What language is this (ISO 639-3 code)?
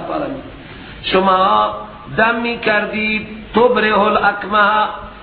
fas